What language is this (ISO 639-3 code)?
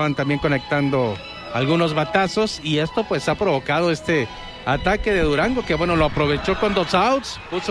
spa